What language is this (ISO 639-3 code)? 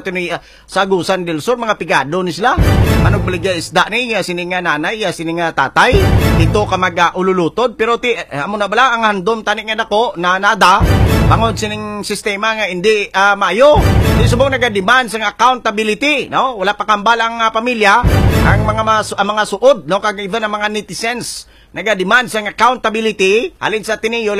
hil